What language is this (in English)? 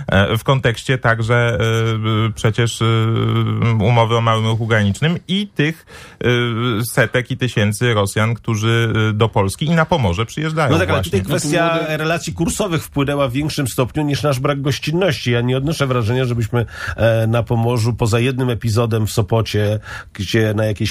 Polish